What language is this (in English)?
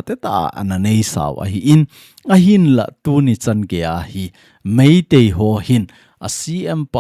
Thado Chin